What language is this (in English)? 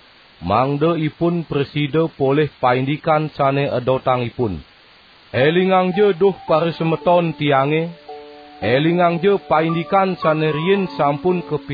Balinese